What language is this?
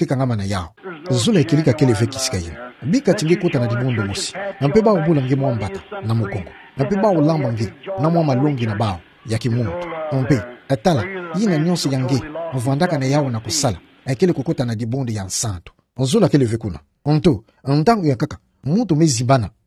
Kituba (Democratic Republic of Congo)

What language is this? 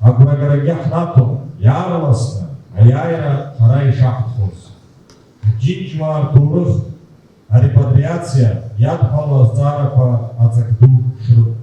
Abkhazian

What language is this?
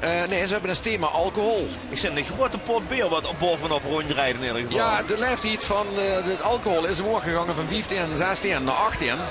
Limburgish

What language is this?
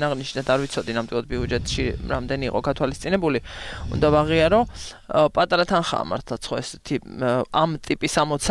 Georgian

